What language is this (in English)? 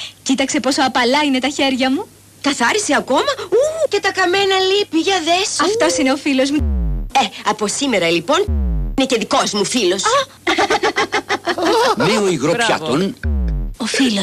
Greek